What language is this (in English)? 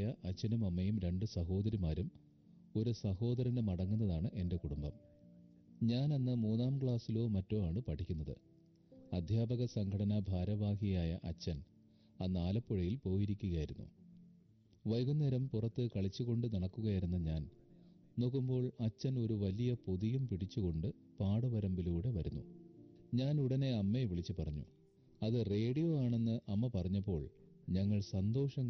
Malayalam